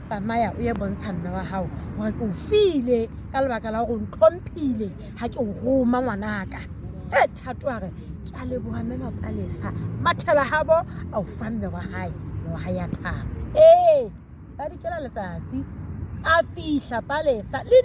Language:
Southern Sotho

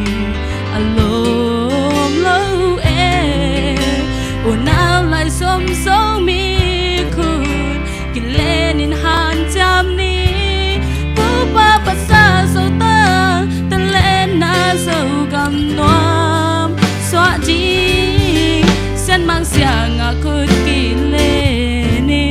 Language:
Tedim Chin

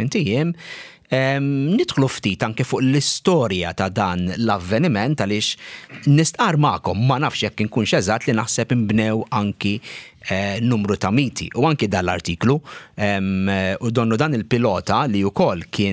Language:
Maltese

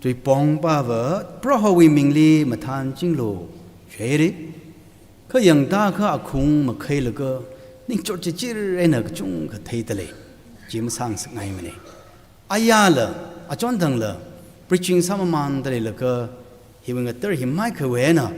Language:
Tangkhul Naga (India)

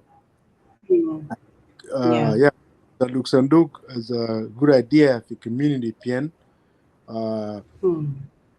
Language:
Acoli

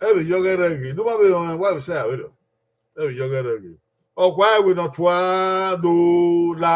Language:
Bini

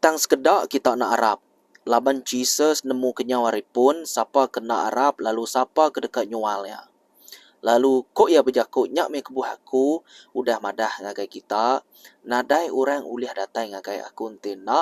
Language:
Iban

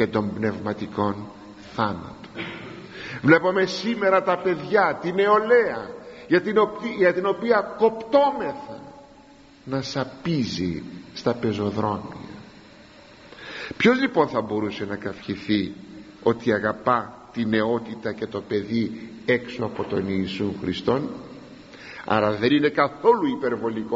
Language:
Greek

